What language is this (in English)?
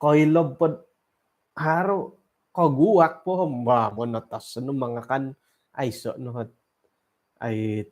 Central Dusun